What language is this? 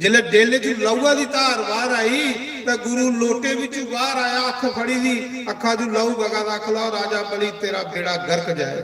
Dogri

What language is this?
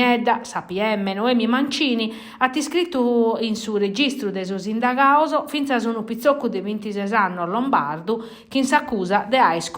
Sardinian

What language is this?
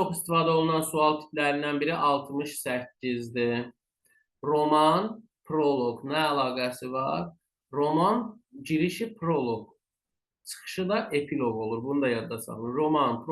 Azerbaijani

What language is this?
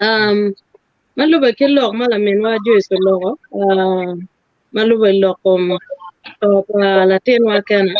Acoli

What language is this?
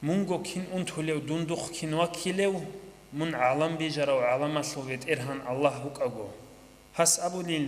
Avaric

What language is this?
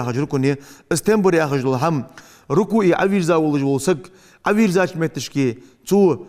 Ingush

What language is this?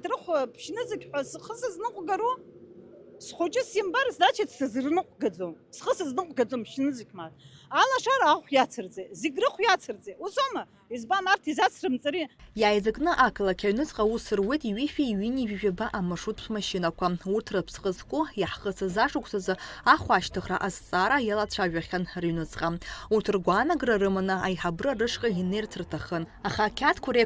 Abkhazian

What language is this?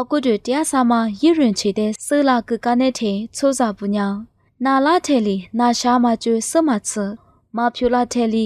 Lisu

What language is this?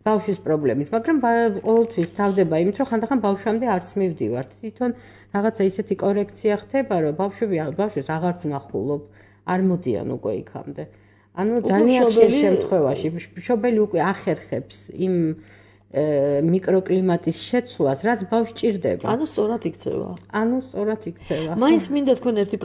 Georgian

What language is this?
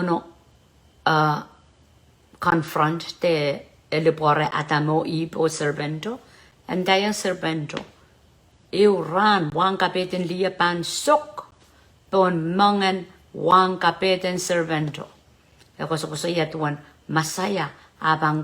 Pohnpeian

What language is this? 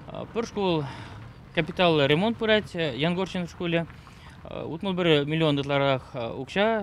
Chuvash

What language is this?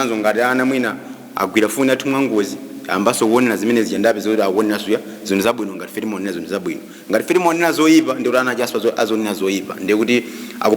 Nyanja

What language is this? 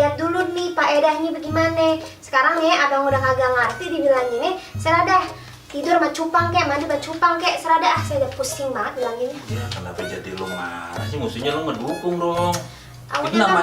Betawi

